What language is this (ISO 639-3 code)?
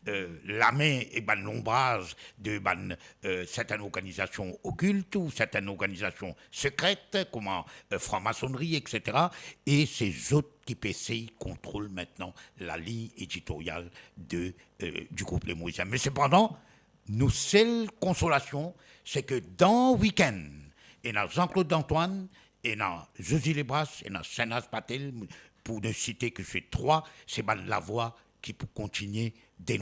mfe